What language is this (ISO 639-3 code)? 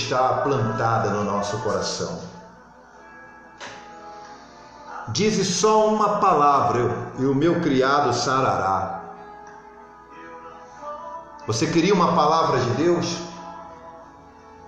por